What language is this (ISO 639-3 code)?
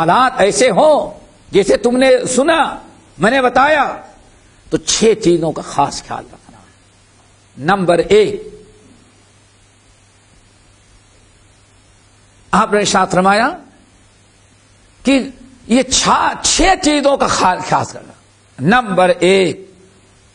urd